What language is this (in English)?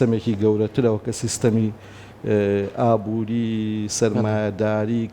Central Kurdish